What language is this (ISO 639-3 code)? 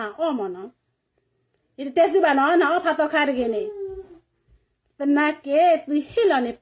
ksw